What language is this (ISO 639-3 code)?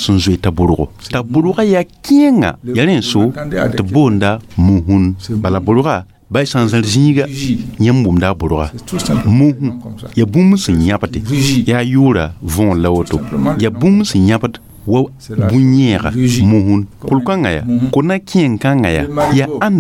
mos